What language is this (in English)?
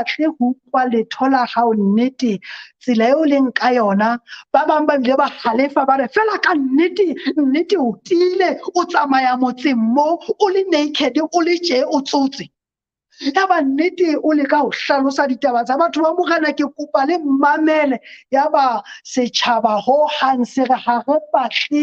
Southern Sotho